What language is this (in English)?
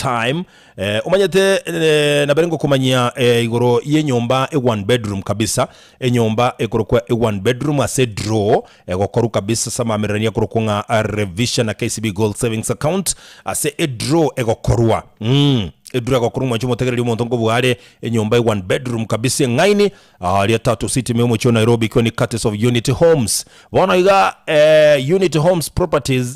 Gusii